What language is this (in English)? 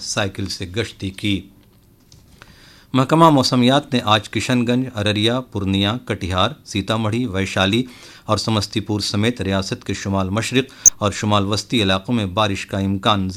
Urdu